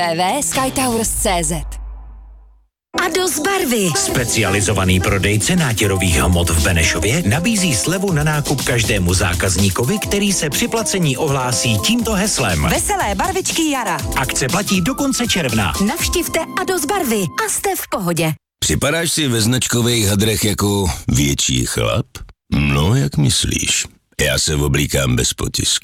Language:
Czech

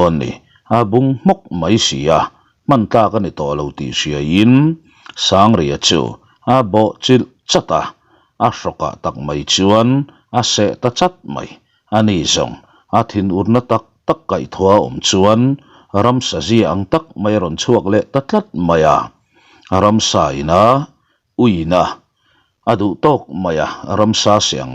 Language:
Mizo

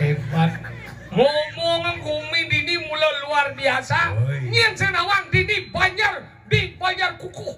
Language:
Balinese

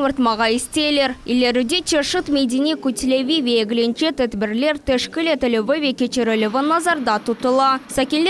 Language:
Crimean Tatar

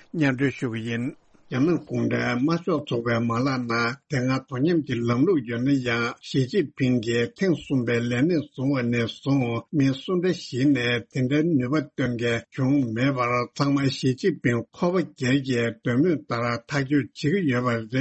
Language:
Tibetan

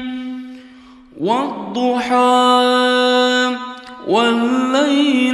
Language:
Arabic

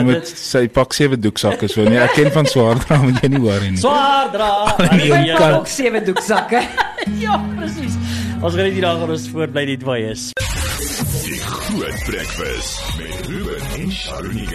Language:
Afrikaans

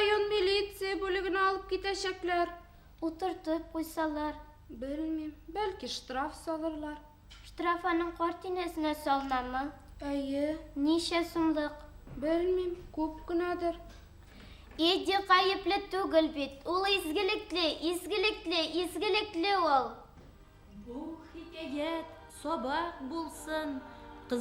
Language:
Bashkir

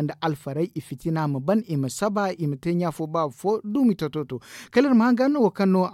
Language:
Zarma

